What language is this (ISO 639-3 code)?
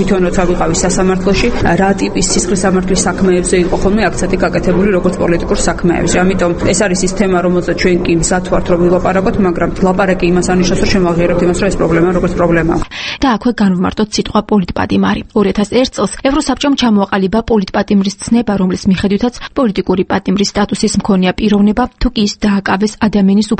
kat